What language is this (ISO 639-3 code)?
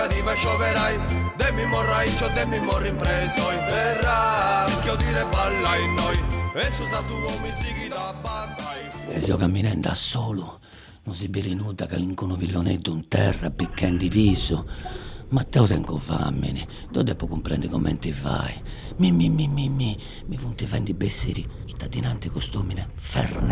srd